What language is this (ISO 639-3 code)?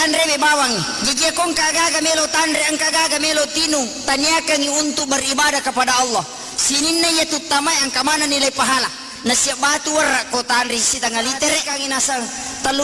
bug